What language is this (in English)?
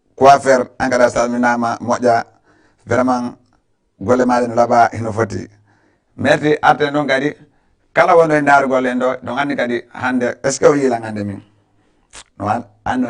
Fula